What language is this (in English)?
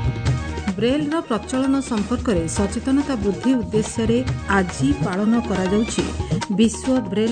Odia